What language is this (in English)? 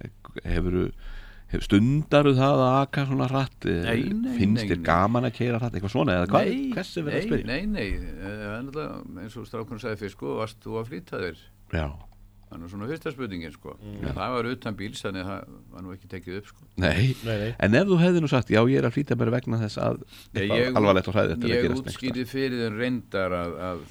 Icelandic